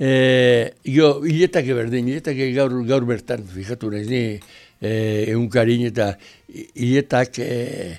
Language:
Basque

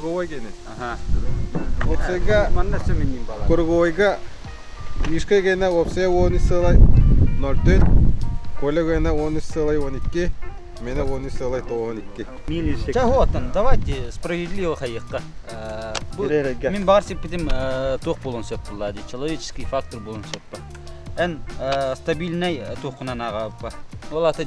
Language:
Yakut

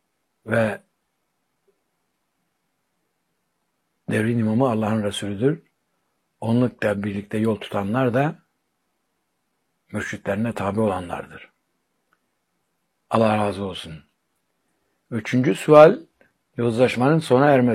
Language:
Turkish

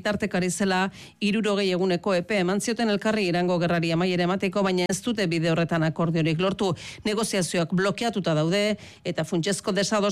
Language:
Basque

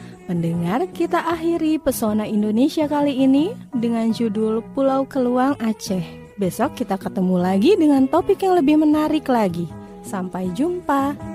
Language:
Indonesian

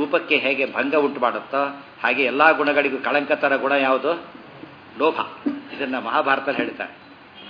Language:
Kannada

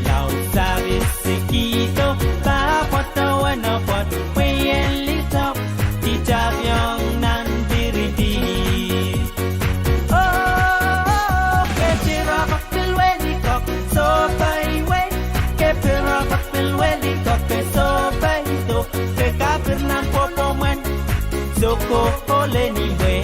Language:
Pohnpeian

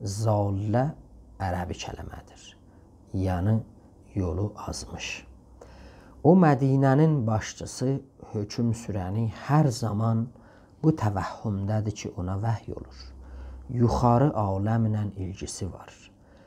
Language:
South Azerbaijani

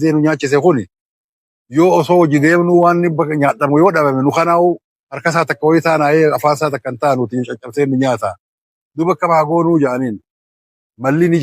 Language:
Oromo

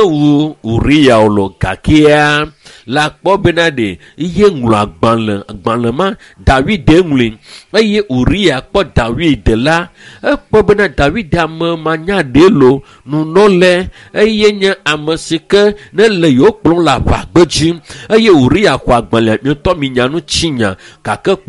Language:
Ewe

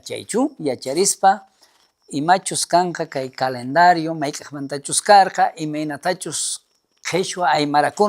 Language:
South Bolivian Quechua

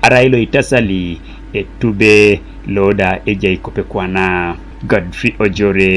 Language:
Teso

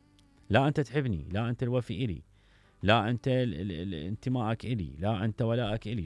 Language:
Mesopotamian Arabic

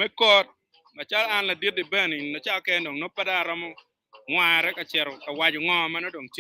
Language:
Acoli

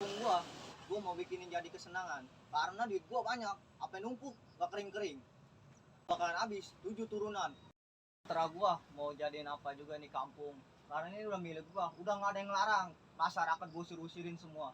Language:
Betawi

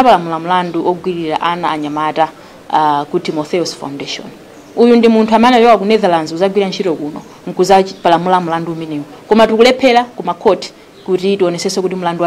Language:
Nyanja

